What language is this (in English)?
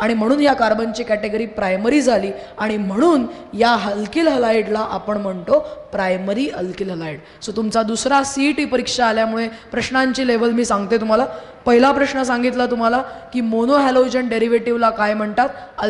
Marathi